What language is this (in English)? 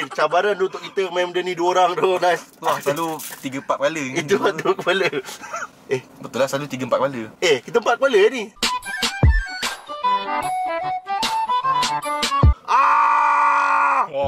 Malay